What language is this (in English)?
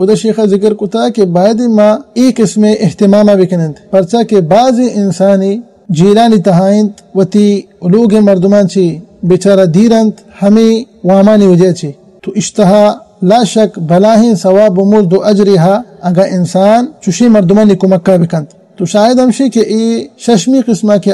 Baluchi